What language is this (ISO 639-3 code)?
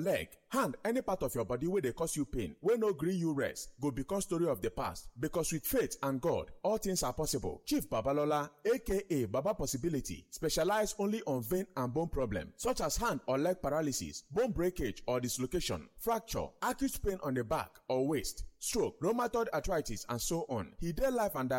pcm